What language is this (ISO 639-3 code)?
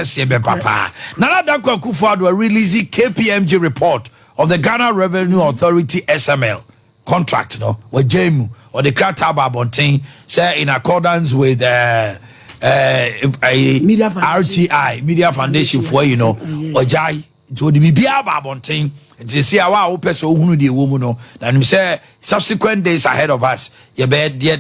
aka